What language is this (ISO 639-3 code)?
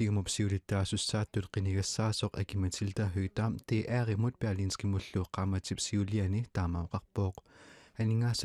kal